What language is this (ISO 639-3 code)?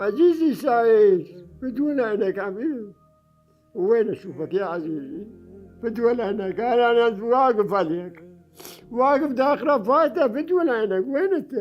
acm